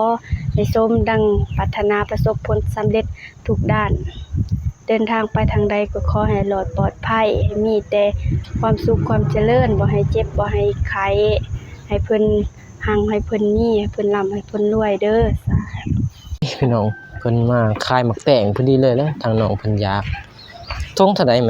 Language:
Lao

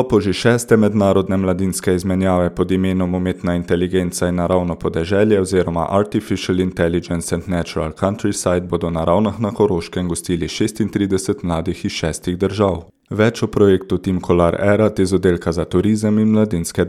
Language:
Slovenian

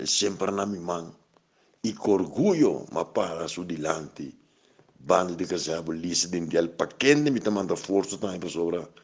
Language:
Papiamento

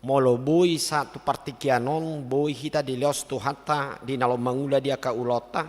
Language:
Batak Toba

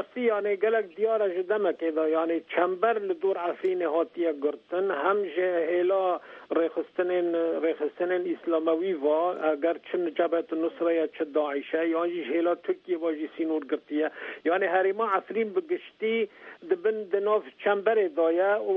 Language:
Kurdish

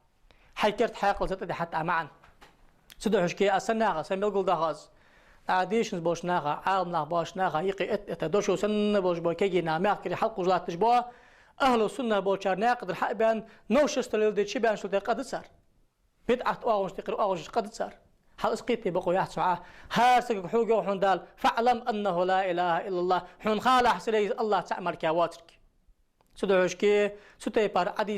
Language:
Ingush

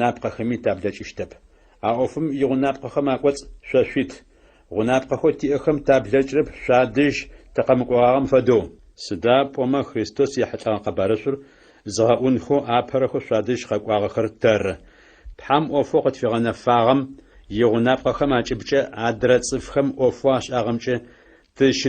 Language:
Adyghe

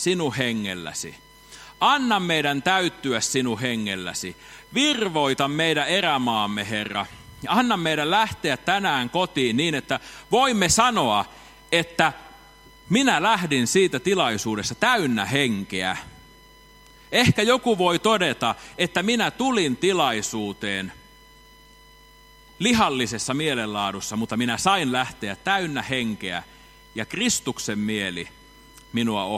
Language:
Finnish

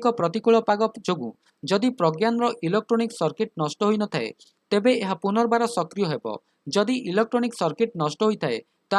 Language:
Odia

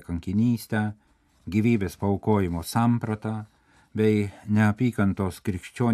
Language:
Lithuanian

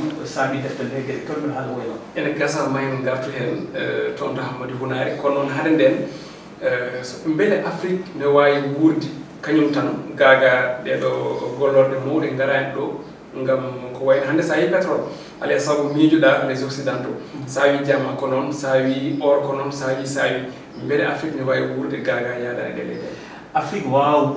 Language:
Fula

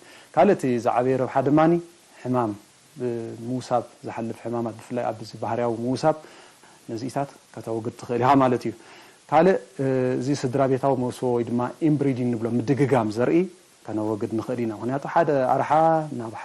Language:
Tigrinya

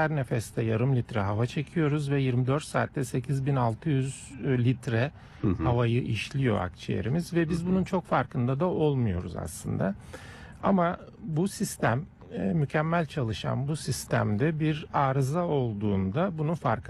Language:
Turkish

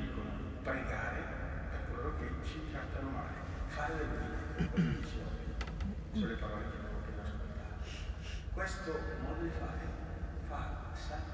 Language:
Italian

